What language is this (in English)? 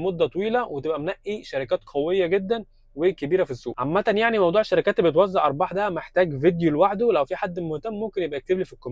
Egyptian Arabic